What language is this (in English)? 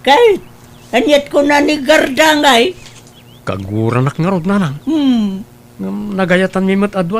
Iloko